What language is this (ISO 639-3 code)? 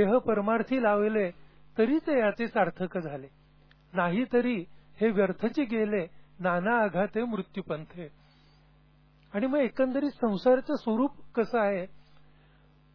mar